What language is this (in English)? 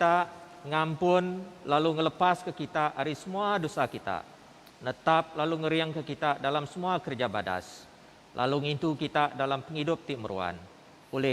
Iban